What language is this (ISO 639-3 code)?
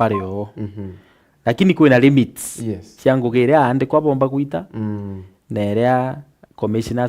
mer